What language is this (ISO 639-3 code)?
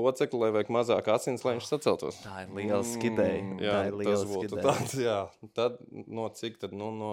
lav